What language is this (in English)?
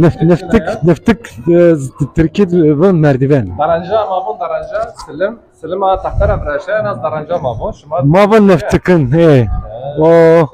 Zaza